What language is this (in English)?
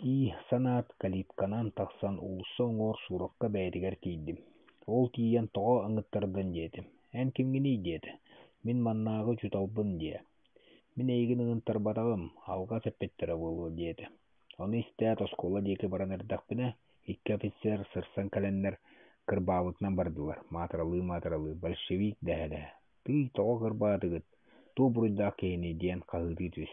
Yakut